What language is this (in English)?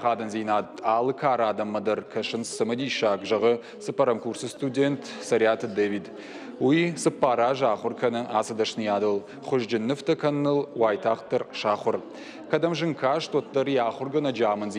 Ossetic